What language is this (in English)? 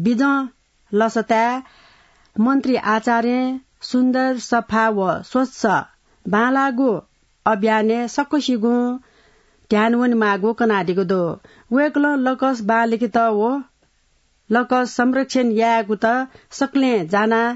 Newari